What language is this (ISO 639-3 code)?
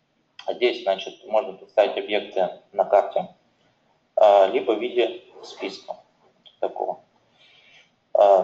rus